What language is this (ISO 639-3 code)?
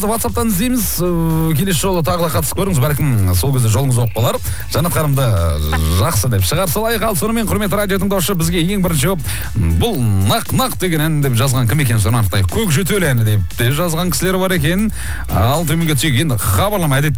kaz